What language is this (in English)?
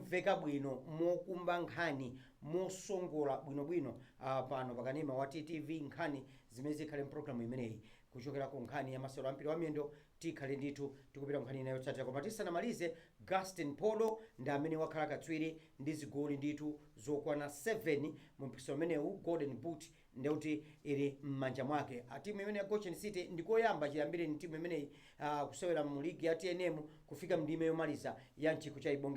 Nyanja